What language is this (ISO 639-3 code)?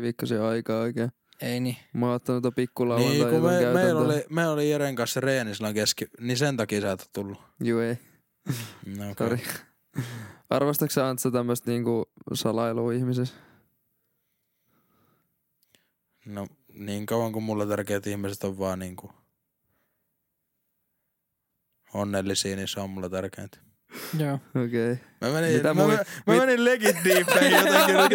fin